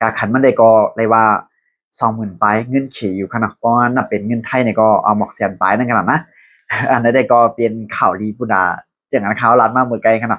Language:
Shan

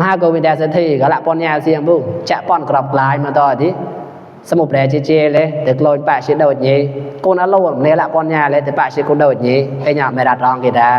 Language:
Mon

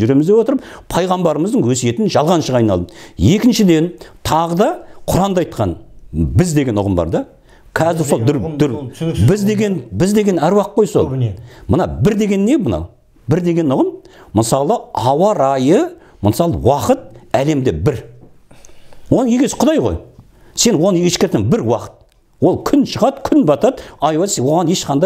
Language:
Kazakh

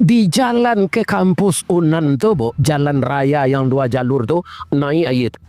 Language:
Minangkabau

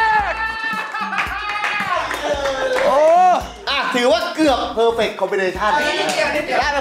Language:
Thai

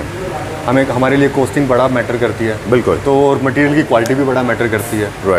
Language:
Hindi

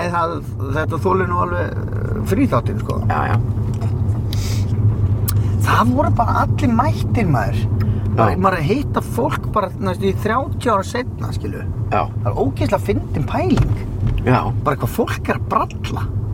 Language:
Icelandic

